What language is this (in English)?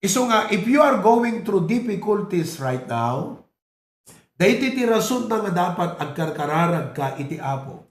Iloko